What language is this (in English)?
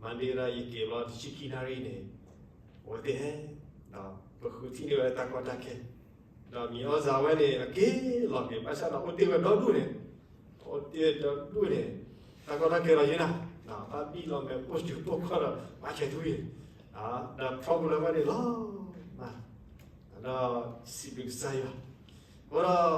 S'gaw Karen